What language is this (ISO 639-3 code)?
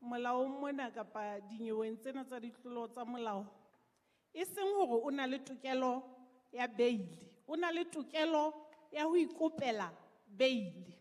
sot